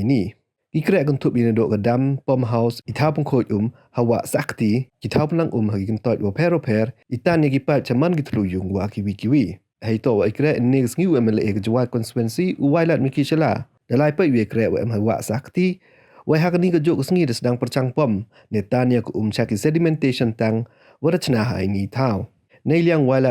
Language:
Pnar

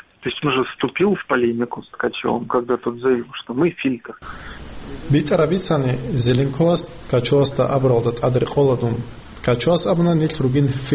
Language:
Avaric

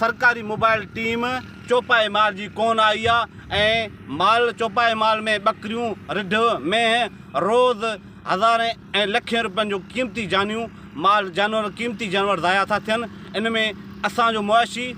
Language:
Sindhi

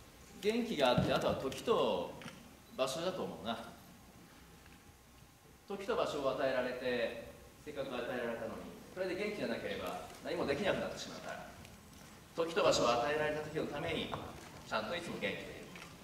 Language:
Japanese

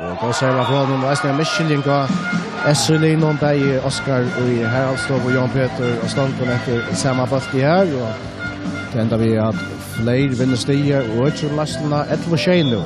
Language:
Faroese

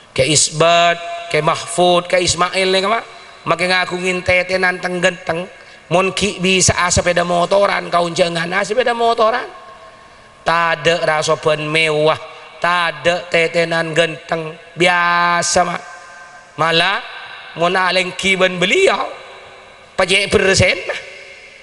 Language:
Madurese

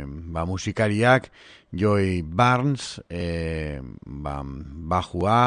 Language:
Basque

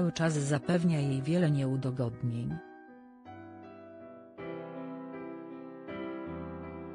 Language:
Polish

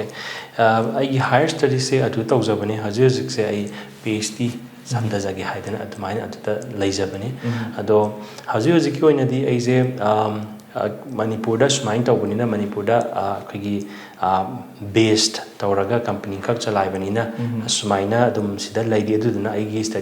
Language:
Manipuri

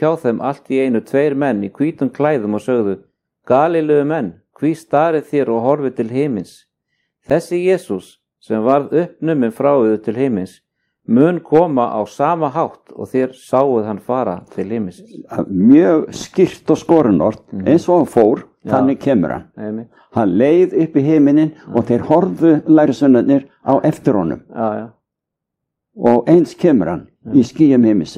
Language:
Icelandic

